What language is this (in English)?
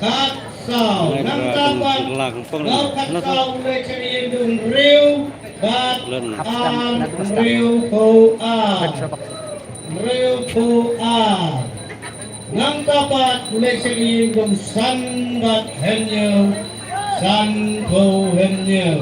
Khasi